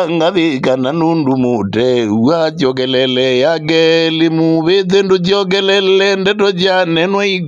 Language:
Kamba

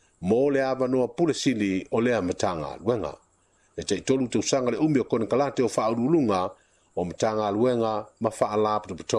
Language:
Samoan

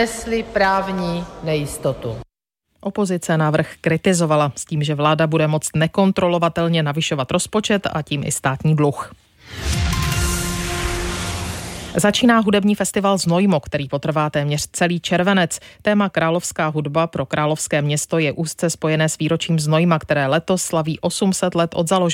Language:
Czech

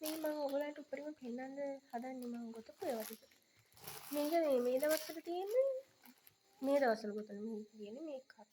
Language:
Sinhala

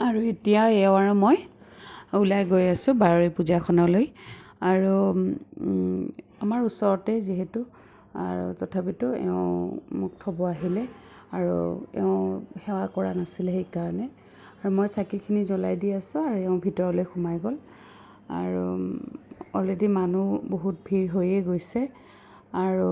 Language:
Assamese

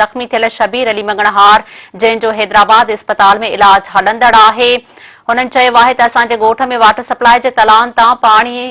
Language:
Sindhi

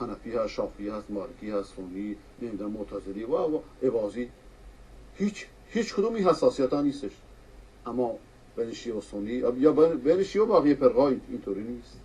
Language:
Persian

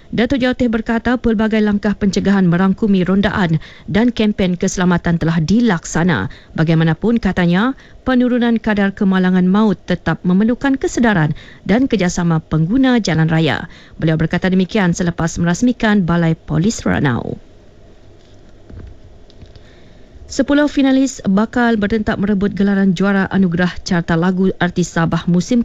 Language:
Malay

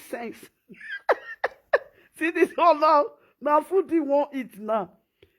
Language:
Nigerian Pidgin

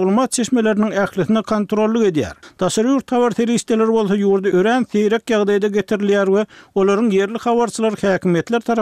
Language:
Turkmen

